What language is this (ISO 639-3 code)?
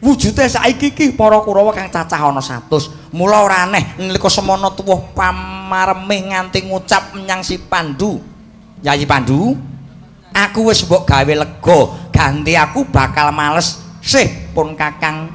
jav